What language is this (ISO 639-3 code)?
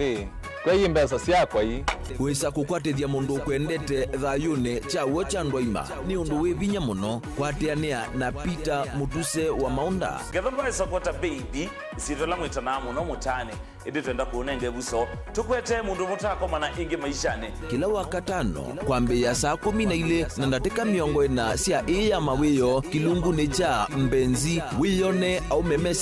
kam